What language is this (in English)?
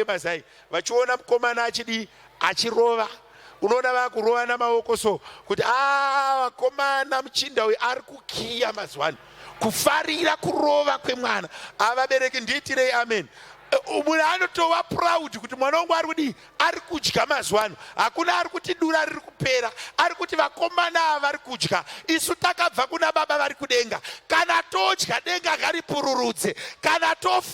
Shona